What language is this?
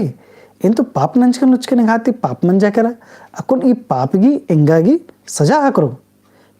Kurukh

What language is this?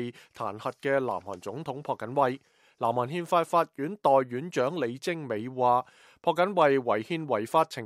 Cantonese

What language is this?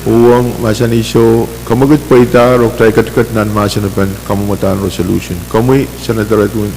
Pohnpeian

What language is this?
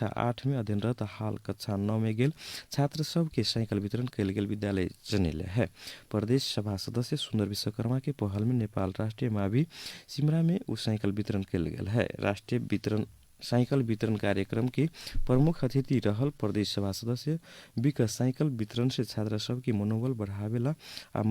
Maithili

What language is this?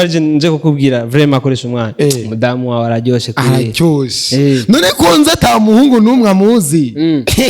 Rundi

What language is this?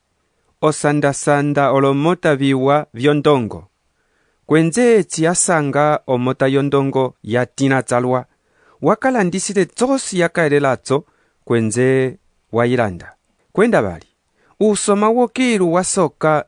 Umbundu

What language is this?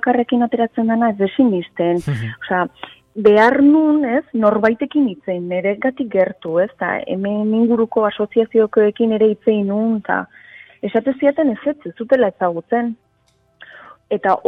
Basque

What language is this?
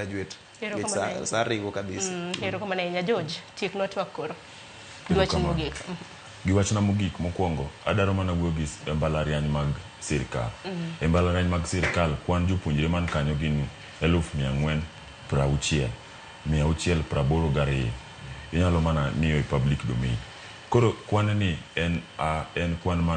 Luo (Kenya and Tanzania)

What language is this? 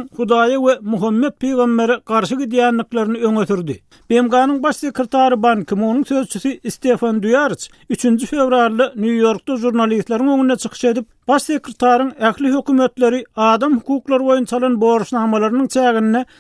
Turkmen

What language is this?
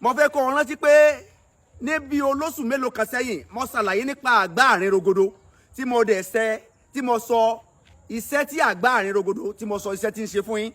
Yoruba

